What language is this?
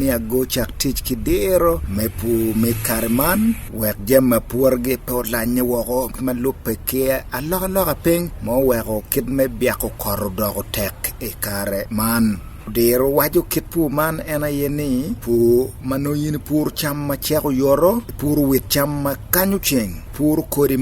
Acoli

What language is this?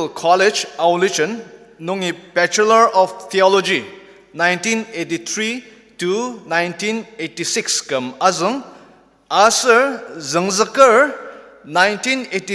Ao Naga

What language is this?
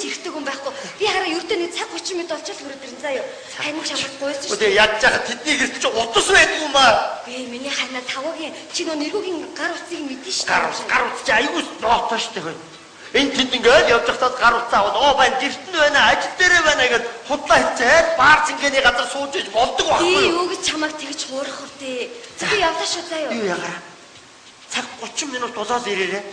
Mongolian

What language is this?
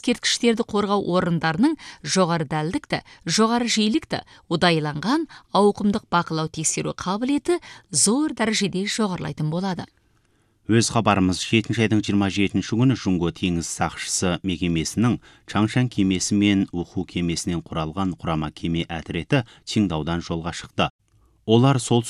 Kazakh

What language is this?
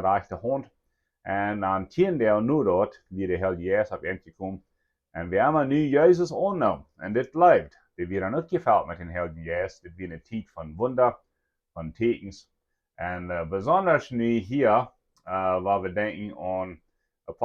Plautdietsch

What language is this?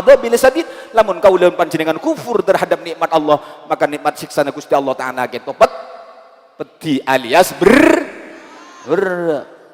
Madurese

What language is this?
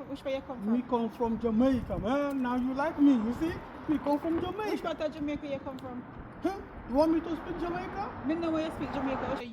Jamaican Creole English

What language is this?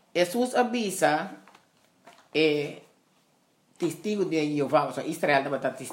Papiamento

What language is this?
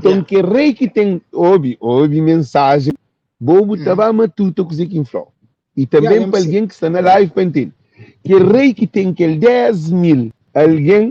Kabuverdianu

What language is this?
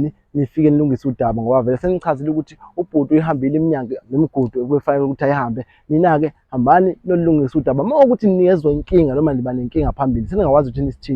Zulu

